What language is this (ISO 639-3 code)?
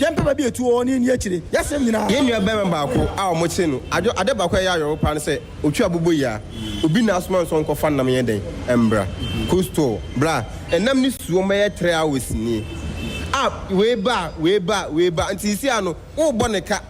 aka